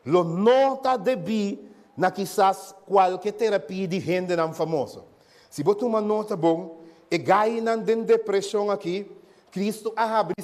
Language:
Papiamento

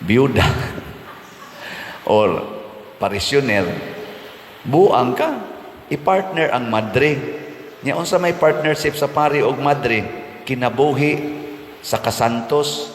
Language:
Cebuano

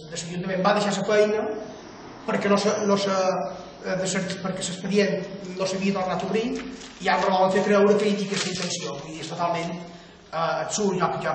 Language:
Catalan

